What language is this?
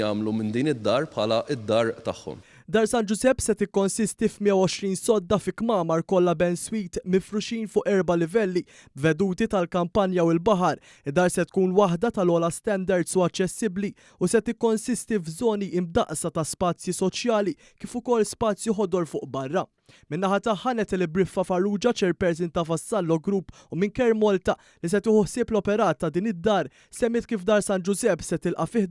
Maltese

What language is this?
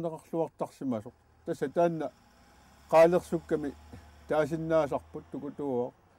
Kalaallisut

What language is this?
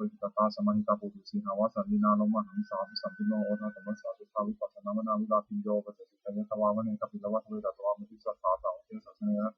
Pali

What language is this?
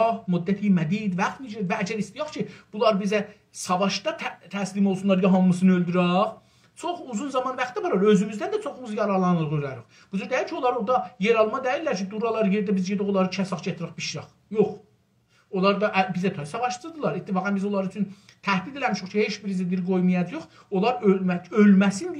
South Azerbaijani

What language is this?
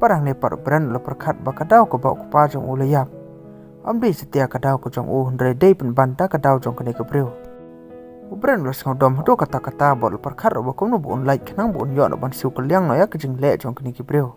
Khasi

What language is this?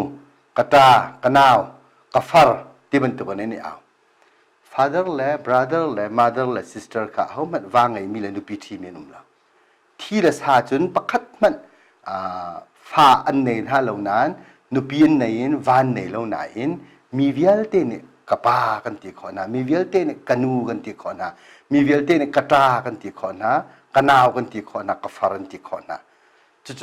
Hakha Chin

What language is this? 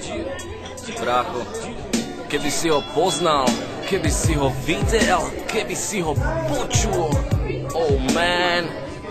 Slovak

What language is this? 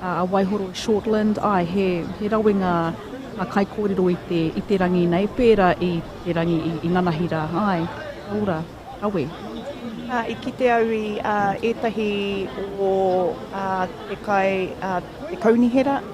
Māori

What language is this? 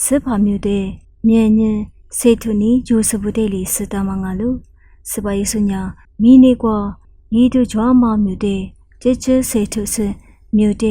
Lisu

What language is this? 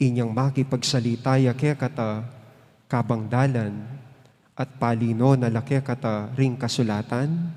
Pampanga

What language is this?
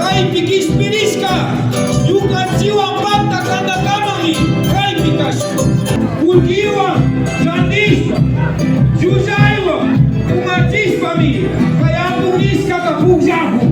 Imbabura Highland Quichua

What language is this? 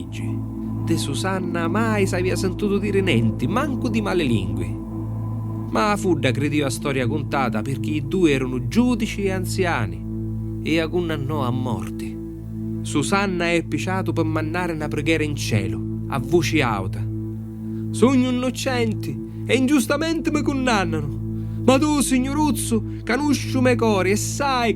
Sicilian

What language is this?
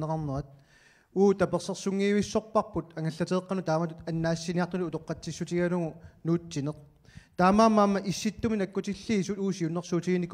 Kalaallisut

